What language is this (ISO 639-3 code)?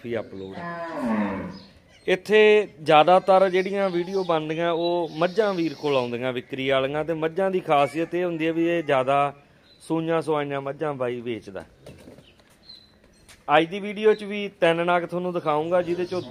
pan